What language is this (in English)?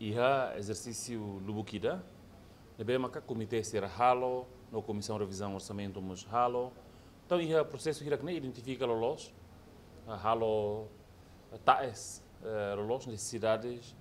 Tetum